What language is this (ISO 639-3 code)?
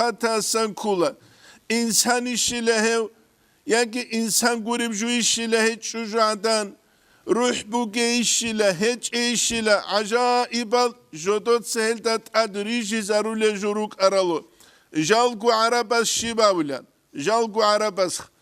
ava